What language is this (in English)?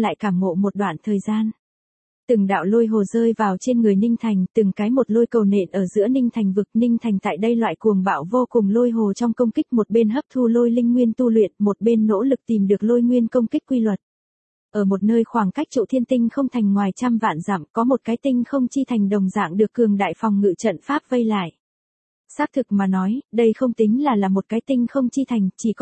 Vietnamese